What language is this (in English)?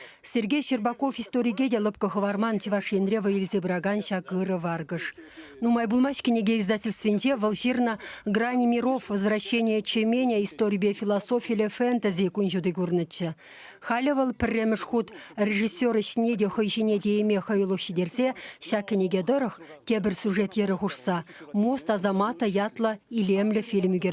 Chuvash